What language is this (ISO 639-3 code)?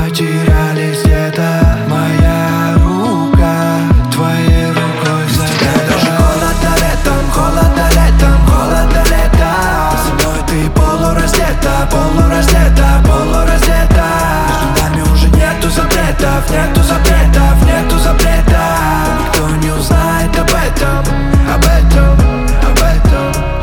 rus